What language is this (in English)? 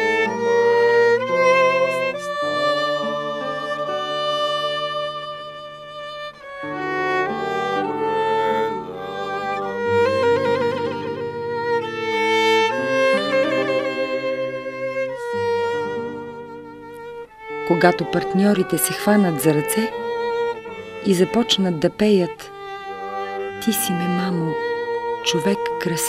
Bulgarian